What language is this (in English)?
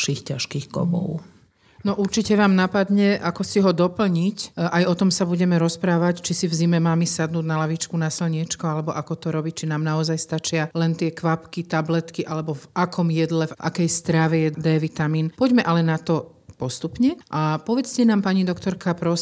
Slovak